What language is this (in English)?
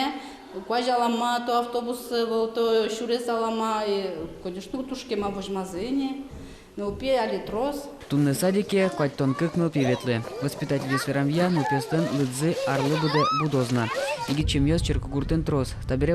Udmurt